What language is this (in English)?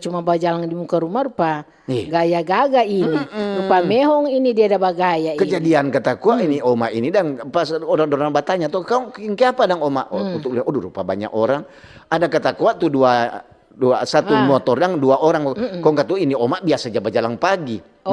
Manado Malay